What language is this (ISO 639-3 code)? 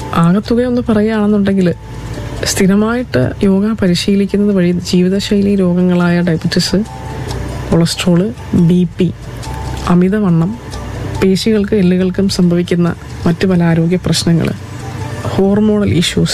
mal